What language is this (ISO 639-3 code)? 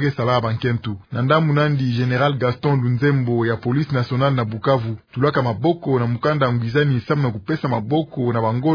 ktu